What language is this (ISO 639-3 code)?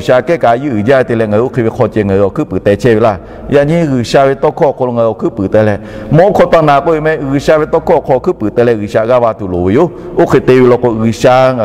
lhu